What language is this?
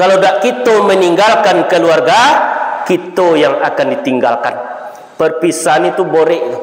Minangkabau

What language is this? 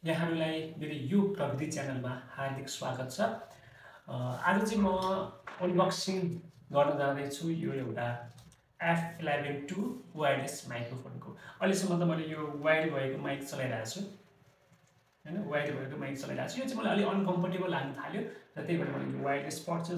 Nepali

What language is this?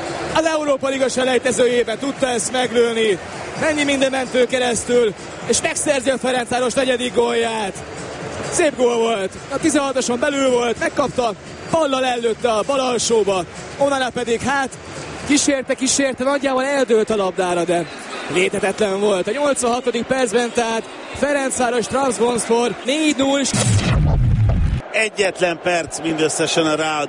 Hungarian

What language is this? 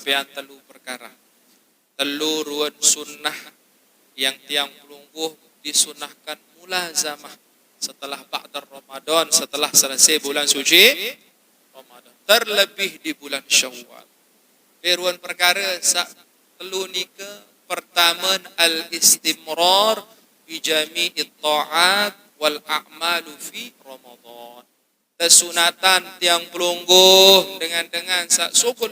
Sasak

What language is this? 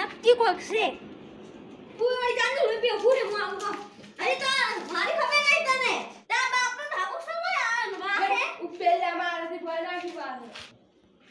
Gujarati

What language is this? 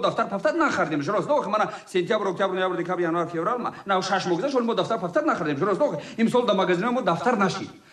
Tajik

